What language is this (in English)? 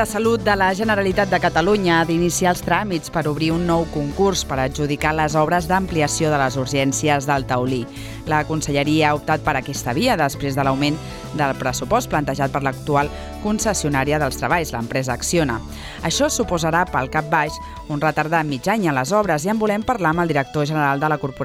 Catalan